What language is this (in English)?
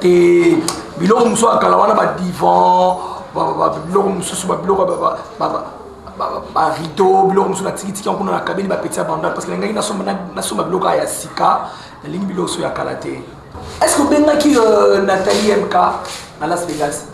Lingala